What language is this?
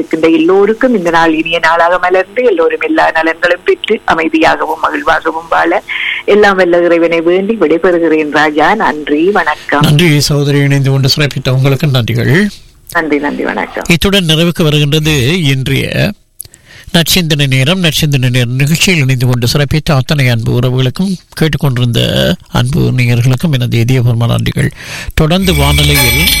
Tamil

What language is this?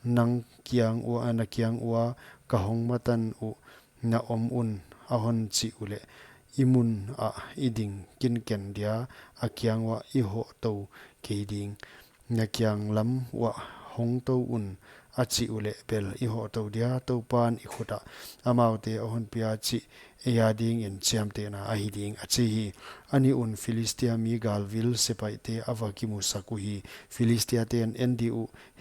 Paite Chin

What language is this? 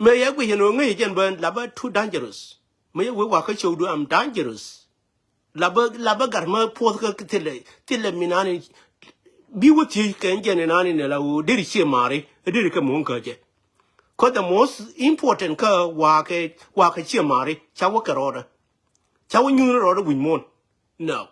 Nuer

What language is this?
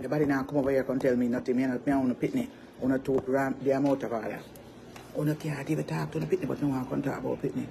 Jamaican Creole English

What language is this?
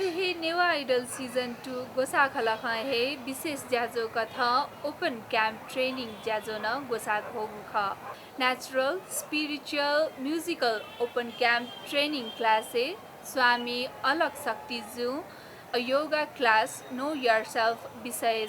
Newari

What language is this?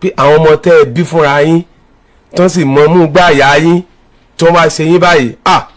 Yoruba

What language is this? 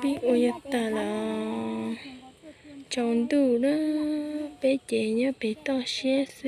Hmong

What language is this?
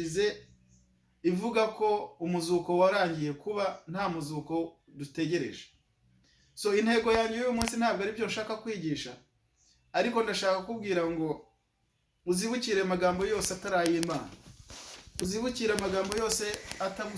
Kinyarwanda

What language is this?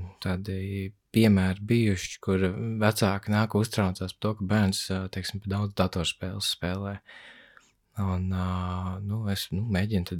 Latvian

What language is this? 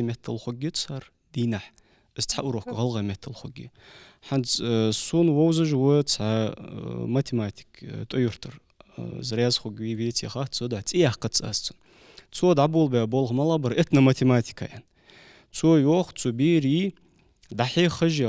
Ingush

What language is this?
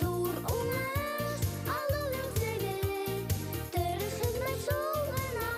Bashkir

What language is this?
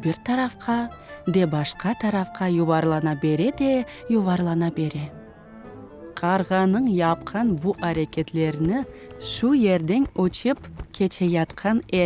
Crimean Tatar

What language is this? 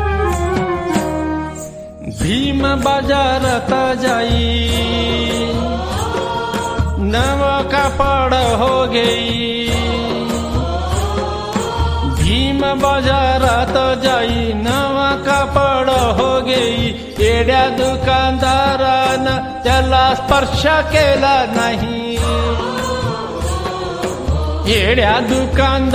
Marathi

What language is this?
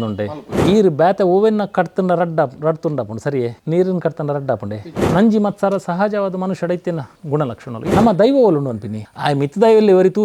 Tulu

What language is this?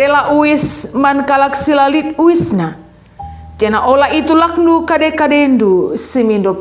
Batak Karo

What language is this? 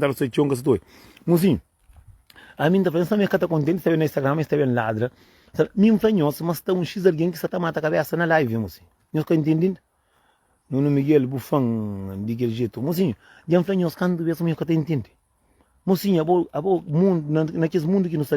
Kabuverdianu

